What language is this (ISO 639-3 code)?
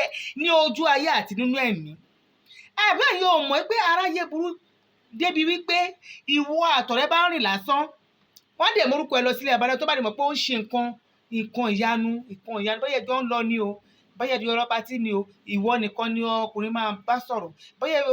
yor